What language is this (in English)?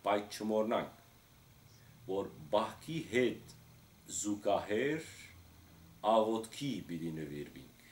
Western Armenian